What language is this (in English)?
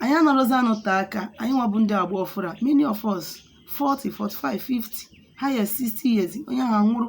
Igbo